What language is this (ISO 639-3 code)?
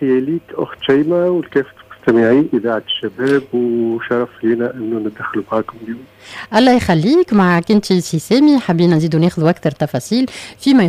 aeb